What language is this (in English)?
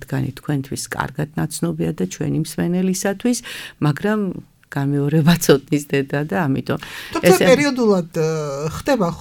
Georgian